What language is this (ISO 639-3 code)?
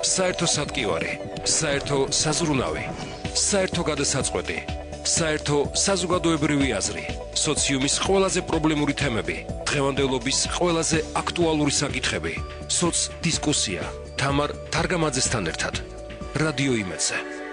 kat